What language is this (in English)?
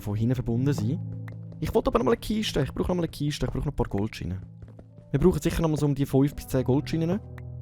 Swiss German